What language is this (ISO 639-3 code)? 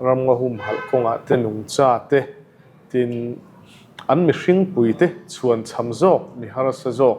lus